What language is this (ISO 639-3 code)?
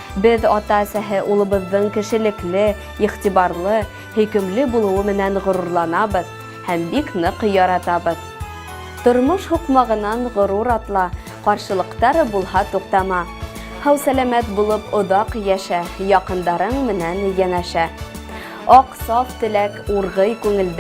bak